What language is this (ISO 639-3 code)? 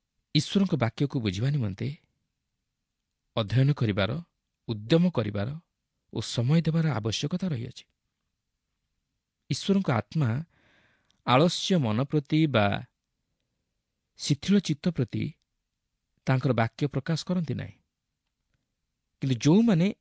ori